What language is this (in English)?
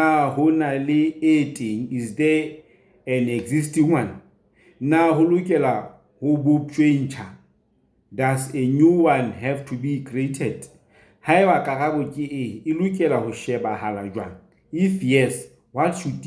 Southern Sotho